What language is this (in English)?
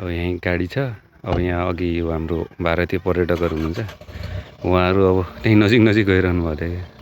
Nepali